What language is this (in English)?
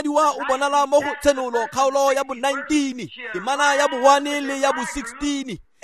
Tswana